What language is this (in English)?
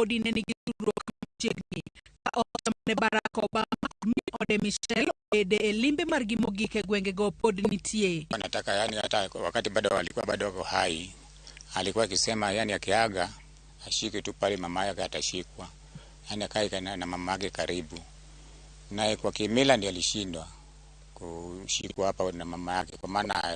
Luo (Kenya and Tanzania)